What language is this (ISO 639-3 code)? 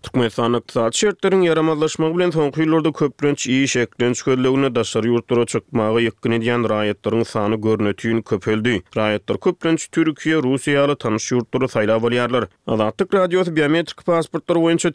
tuk